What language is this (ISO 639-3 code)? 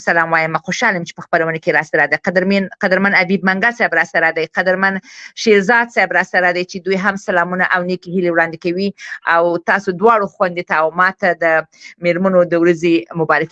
pus